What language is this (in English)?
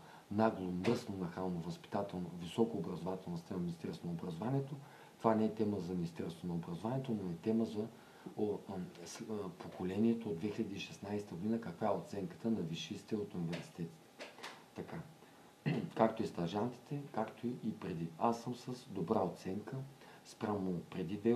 Bulgarian